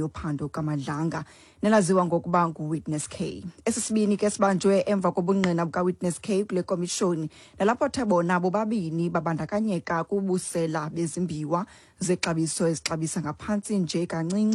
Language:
Xhosa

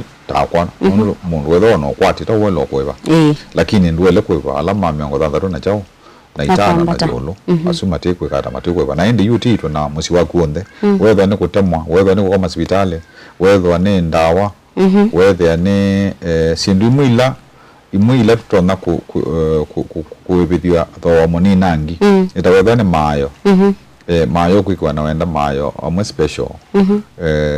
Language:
Kamba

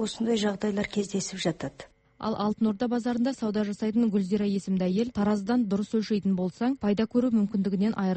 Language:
Kazakh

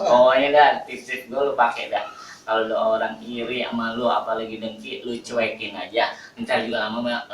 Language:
Betawi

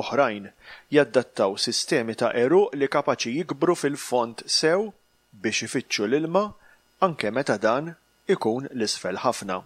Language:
Maltese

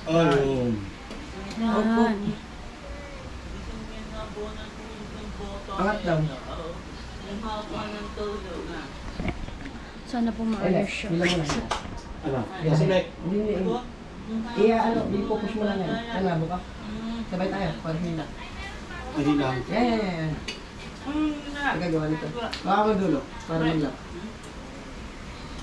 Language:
Filipino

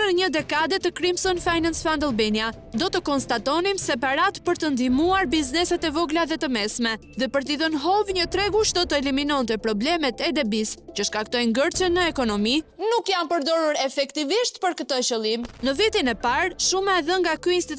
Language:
Albanian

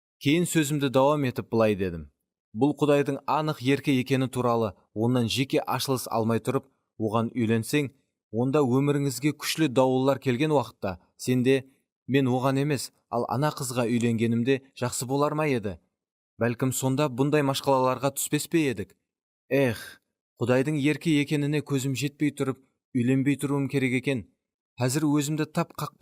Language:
Kara-Kalpak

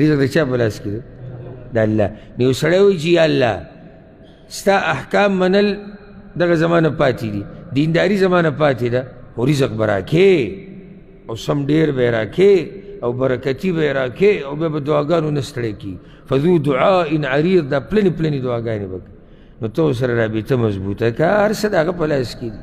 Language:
Pashto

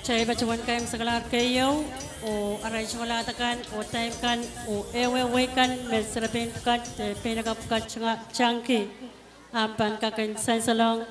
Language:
Pohnpeian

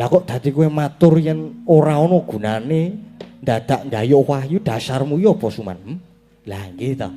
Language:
Javanese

